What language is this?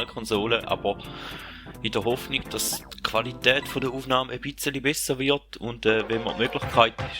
Swiss German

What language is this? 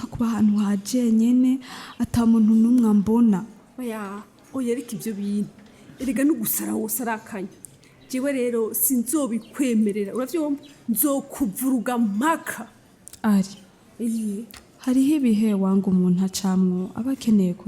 Rundi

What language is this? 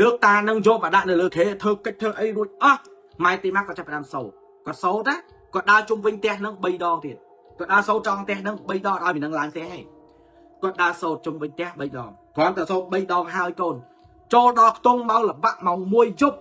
Khmer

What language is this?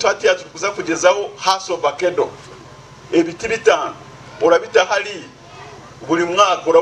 Nyankole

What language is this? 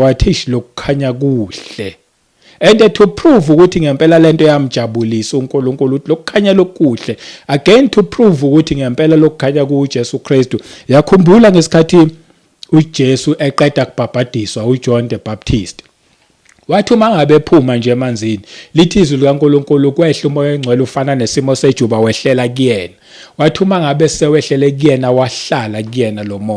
Zulu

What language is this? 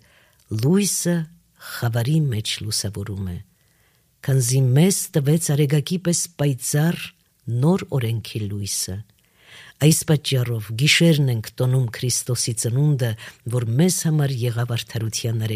Armenian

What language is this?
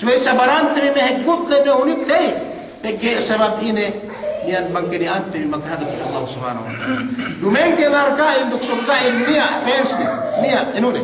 Yakan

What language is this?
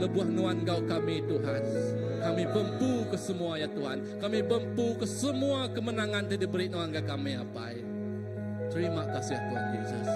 Iban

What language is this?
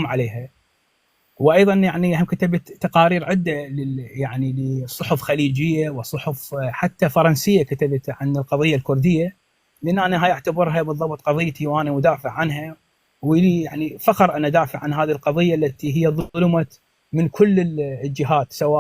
North Levantine Arabic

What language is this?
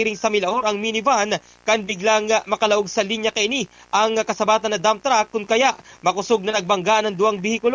Bikol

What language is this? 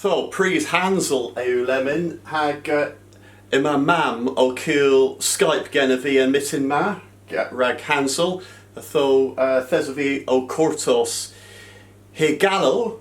Cornish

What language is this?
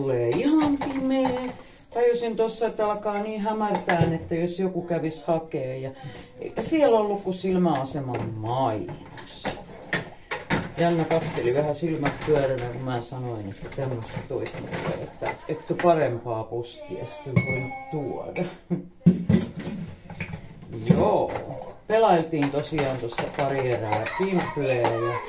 Finnish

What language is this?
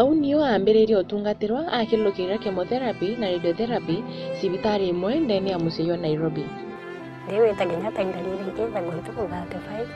Meru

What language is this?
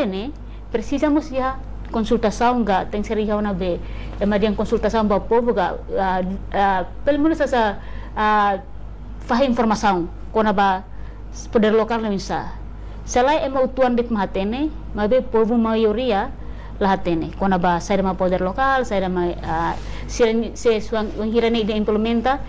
Tetum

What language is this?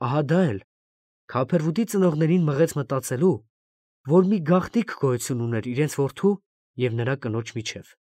Armenian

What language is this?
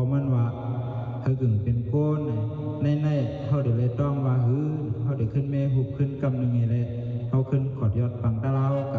Shan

